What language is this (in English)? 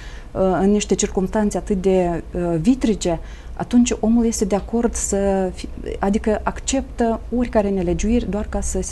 Romanian